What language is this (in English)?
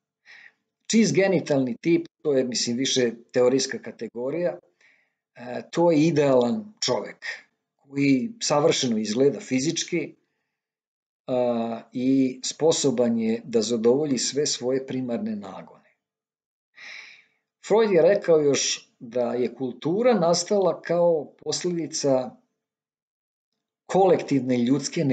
Serbian